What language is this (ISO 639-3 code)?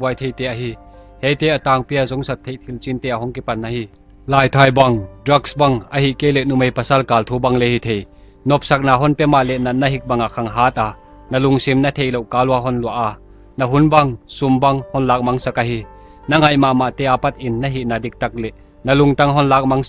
pck